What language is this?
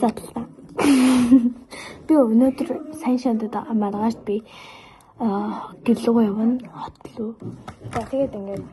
Mongolian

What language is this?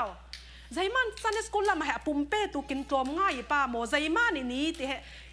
Falam Chin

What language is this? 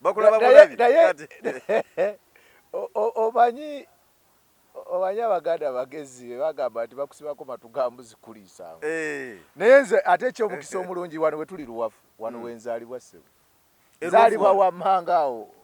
Ganda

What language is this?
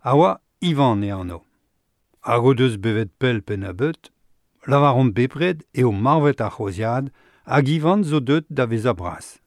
Breton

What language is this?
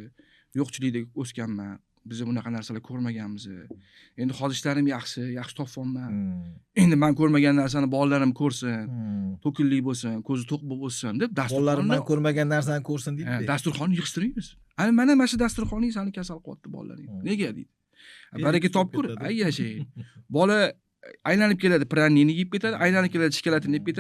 Uzbek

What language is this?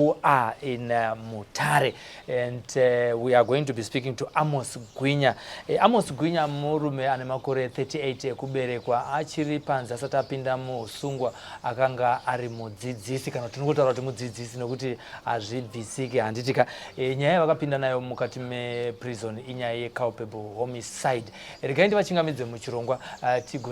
Shona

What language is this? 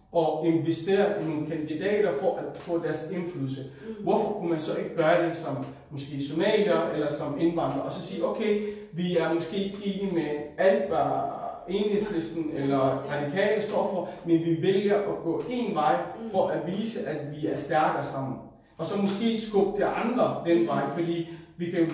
Danish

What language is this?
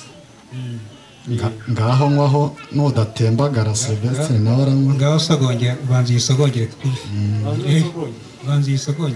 Kinyarwanda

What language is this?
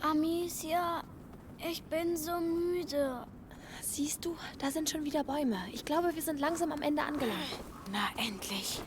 Bavarian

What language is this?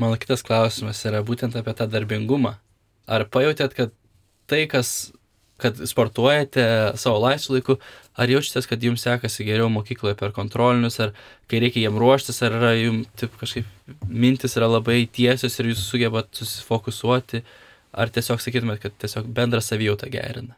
Lithuanian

